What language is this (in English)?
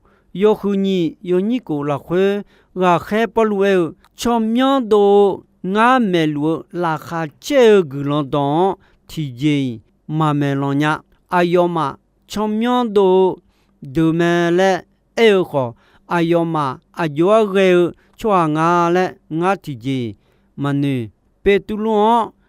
Akha